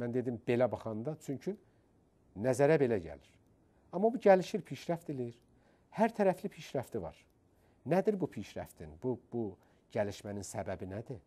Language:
Azerbaijani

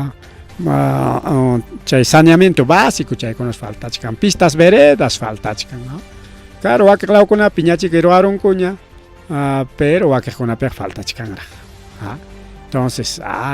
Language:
Ayacucho Quechua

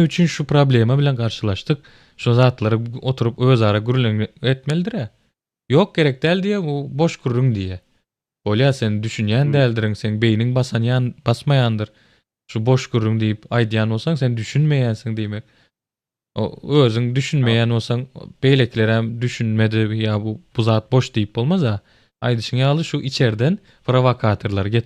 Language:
Turkmen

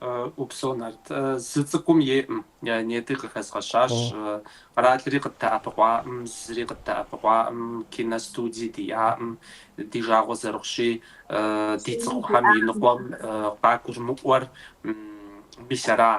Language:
Kabardian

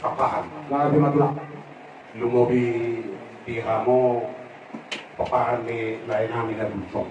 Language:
Batak Toba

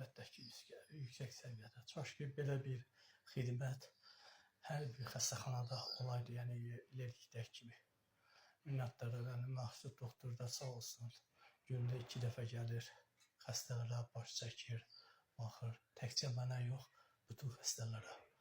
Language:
Azerbaijani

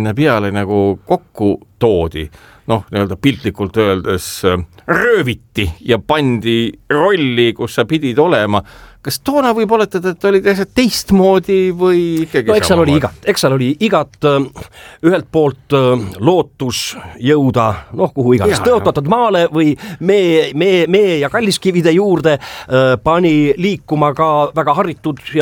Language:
Estonian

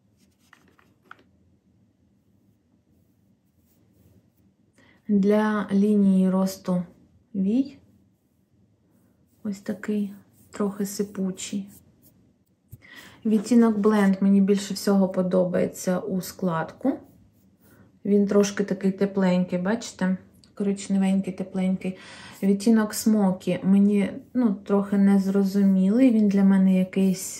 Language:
Ukrainian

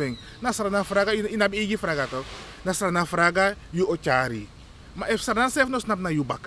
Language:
Sranan Tongo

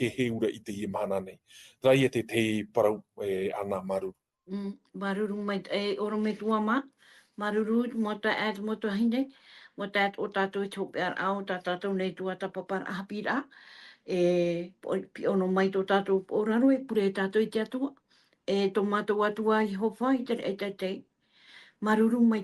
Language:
Tahitian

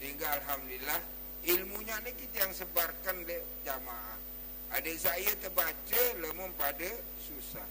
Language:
Sasak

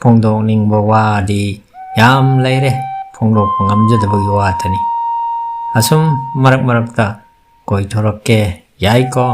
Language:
Manipuri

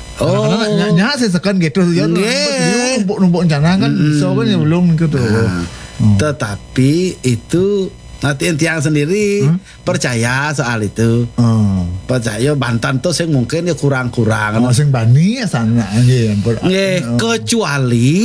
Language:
Balinese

